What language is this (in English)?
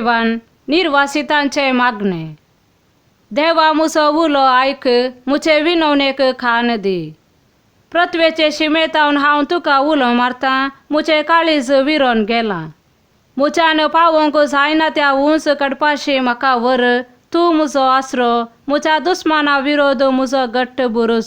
Konkani